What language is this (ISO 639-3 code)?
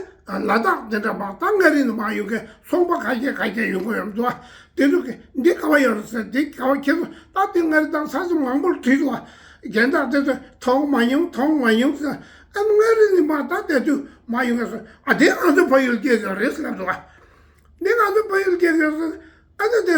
bod